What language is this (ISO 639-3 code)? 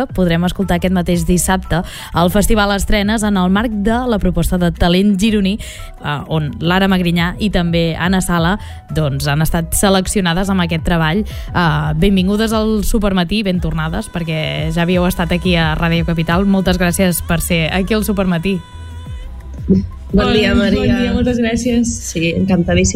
cat